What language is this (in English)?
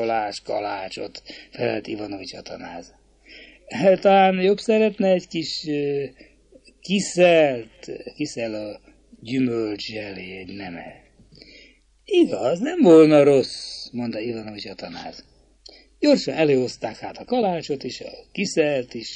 Hungarian